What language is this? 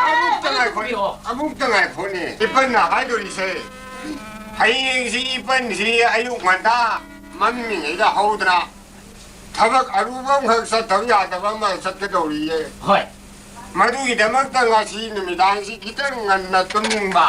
Manipuri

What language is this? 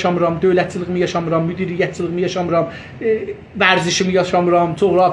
South Azerbaijani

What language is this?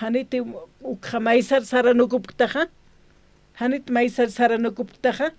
Aymara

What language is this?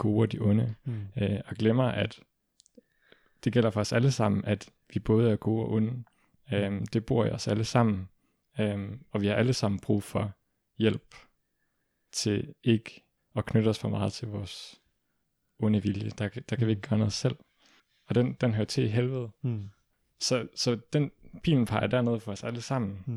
Danish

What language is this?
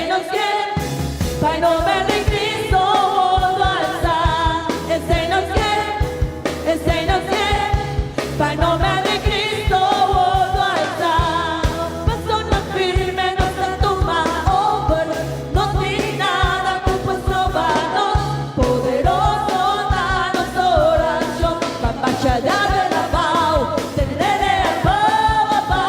Papiamento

